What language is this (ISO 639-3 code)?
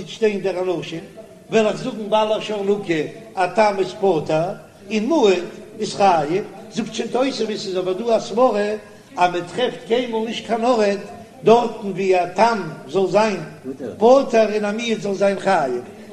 yid